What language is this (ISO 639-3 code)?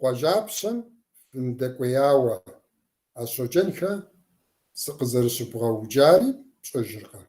kbd